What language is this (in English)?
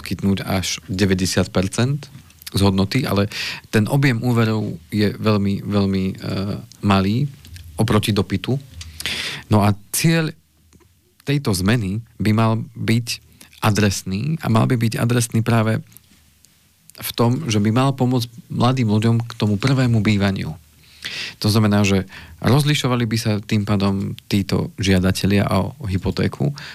Slovak